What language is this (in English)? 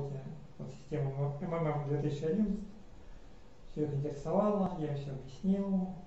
Russian